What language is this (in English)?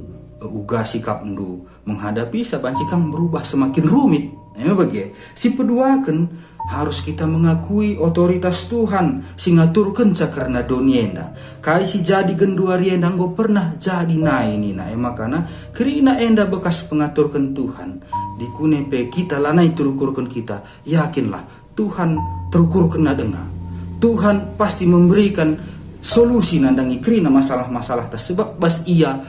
Batak Karo